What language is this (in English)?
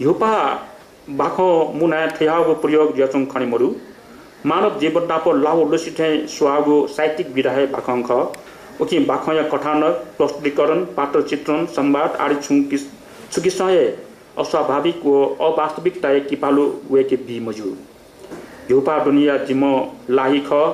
Newari